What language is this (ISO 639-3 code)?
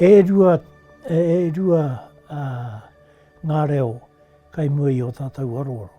mri